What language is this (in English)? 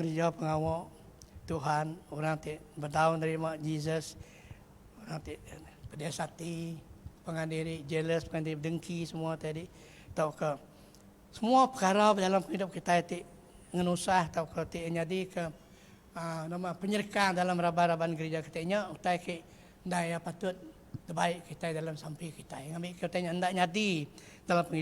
Iban